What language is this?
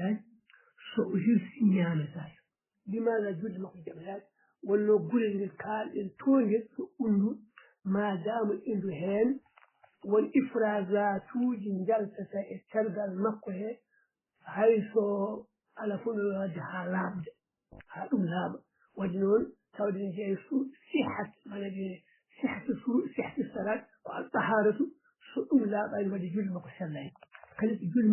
Fula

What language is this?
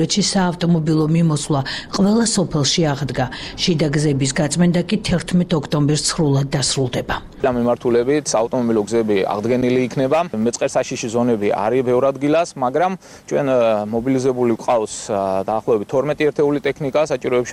Georgian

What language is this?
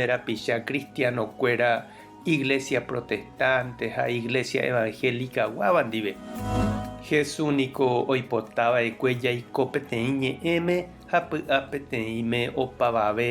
Guarani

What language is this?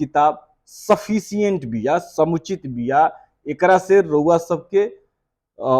Bhojpuri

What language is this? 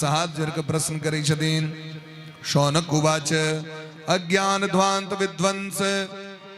Maithili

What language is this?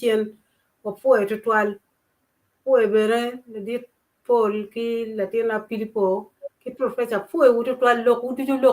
Acoli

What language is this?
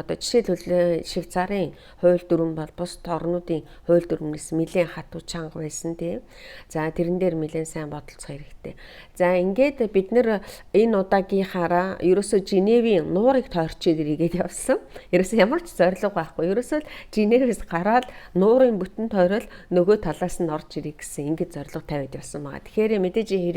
Mongolian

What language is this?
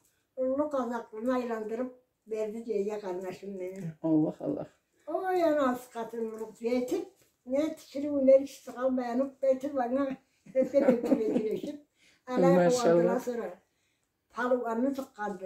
Karachay-Balkar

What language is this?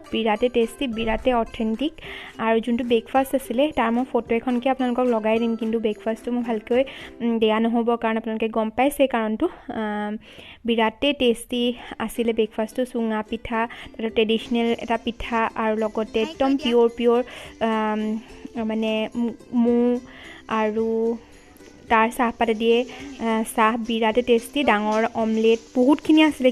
Assamese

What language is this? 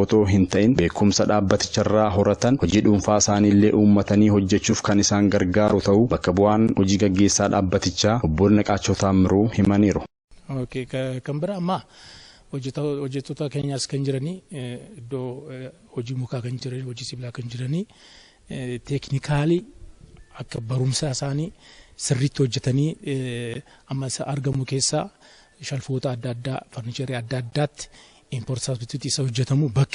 Oromo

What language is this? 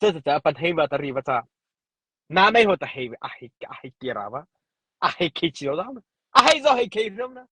Mara Chin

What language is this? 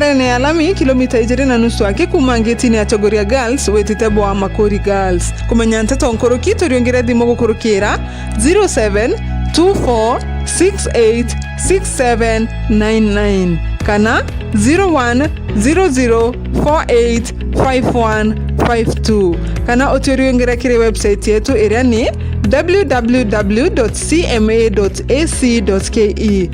Meru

